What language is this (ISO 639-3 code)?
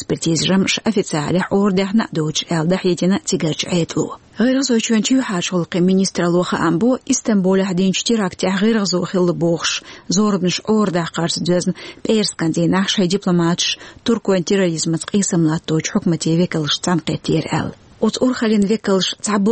che